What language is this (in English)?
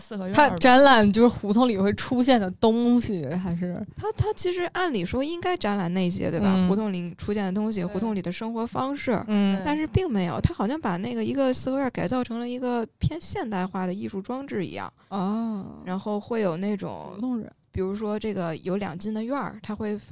Chinese